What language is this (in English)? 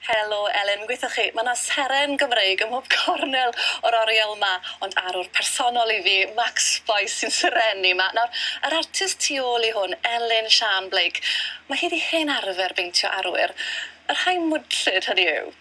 Welsh